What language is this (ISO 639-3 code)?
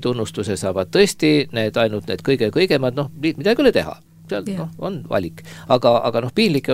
est